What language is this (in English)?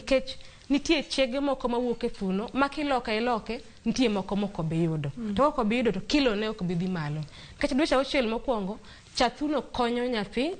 Luo (Kenya and Tanzania)